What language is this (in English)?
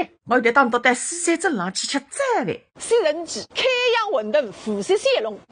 Wu Chinese